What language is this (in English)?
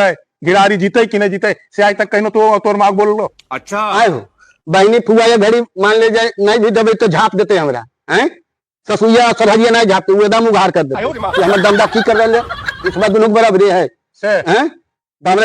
Magahi